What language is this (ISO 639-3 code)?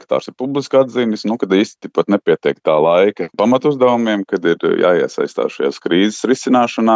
lav